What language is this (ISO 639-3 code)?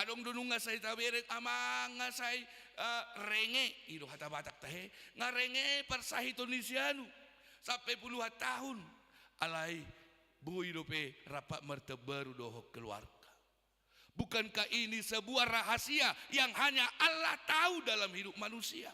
bbc